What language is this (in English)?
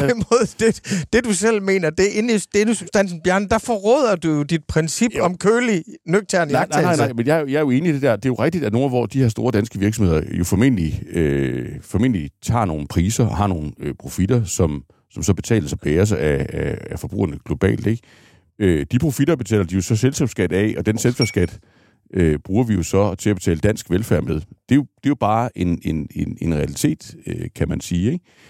Danish